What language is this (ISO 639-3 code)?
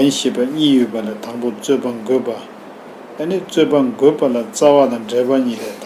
bod